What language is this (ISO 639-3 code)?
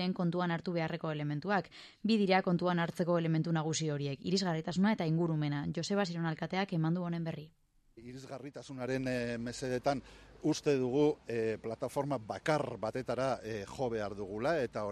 eus